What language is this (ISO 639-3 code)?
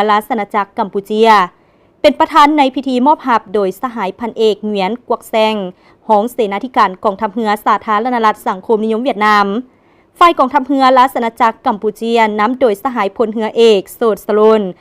lao